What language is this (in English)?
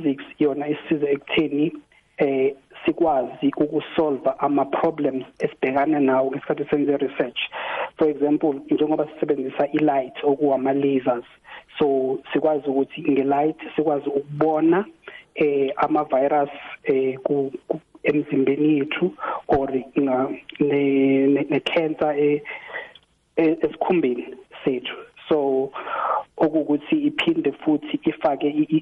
South Ndebele